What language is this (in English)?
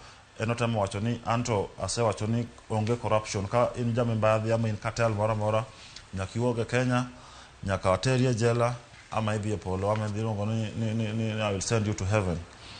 Luo (Kenya and Tanzania)